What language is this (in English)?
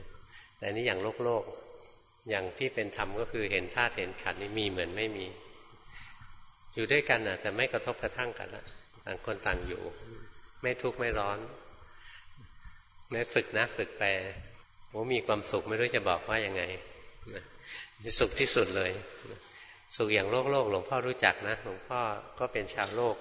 Thai